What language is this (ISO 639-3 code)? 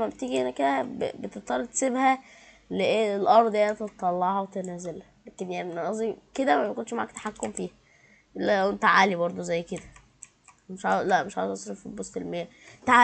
arz